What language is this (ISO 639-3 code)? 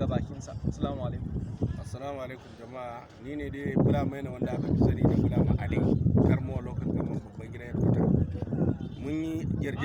hau